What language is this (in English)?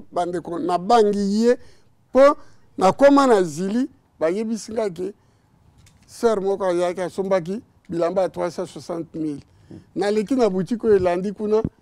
Lingala